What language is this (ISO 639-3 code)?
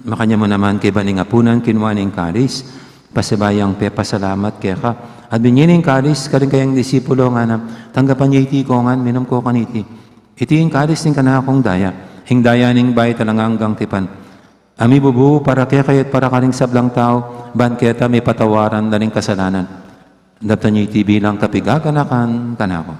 pam